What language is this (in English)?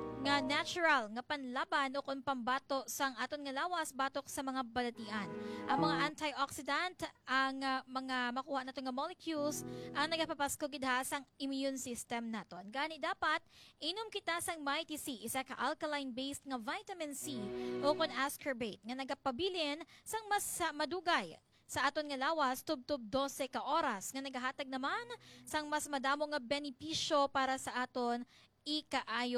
Hiligaynon